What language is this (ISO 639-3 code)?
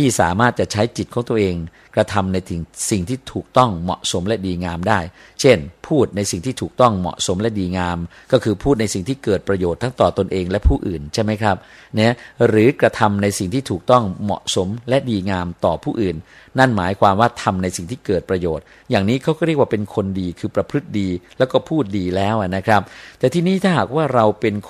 tha